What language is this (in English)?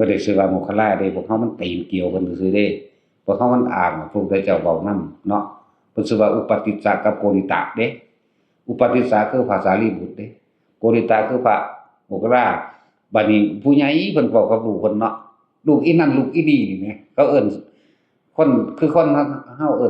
Northeastern Thai